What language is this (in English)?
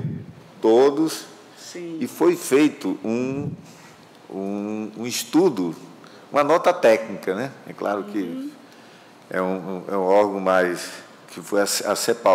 Portuguese